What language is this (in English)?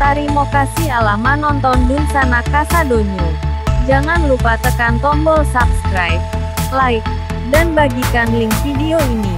Minangkabau